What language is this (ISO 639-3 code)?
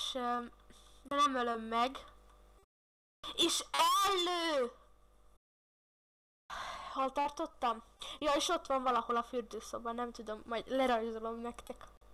hun